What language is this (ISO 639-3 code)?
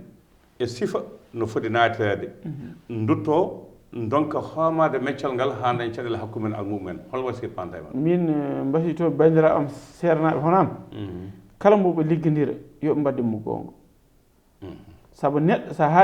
ful